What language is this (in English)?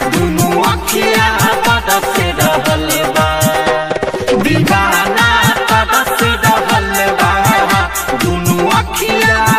Bhojpuri